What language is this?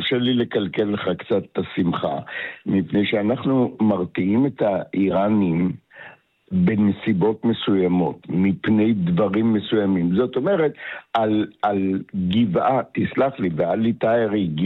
Hebrew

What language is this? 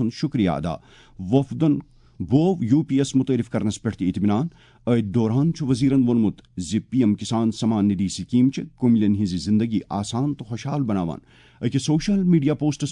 Kashmiri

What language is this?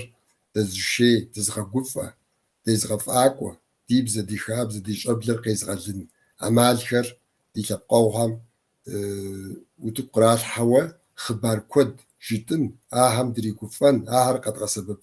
Kabardian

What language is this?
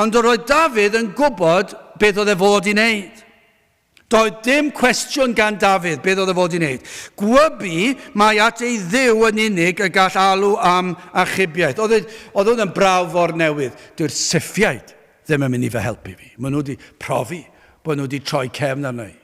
Welsh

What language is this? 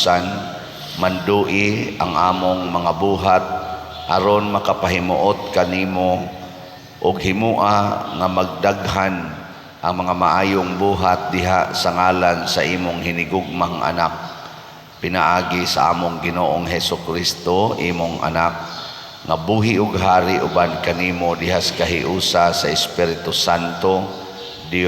Cebuano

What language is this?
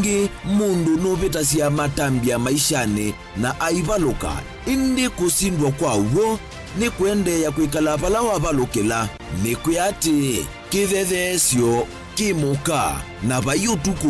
Kamba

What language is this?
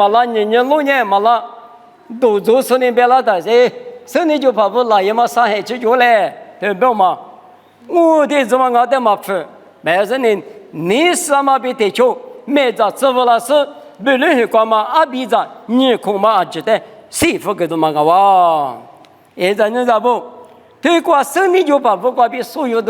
Lisu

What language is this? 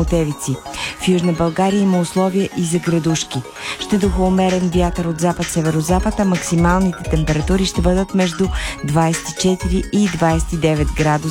Bulgarian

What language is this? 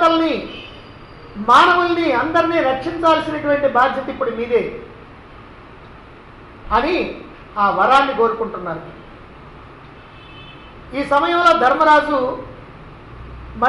Telugu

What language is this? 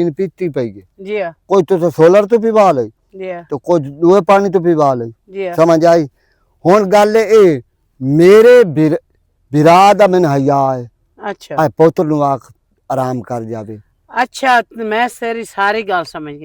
Western Panjabi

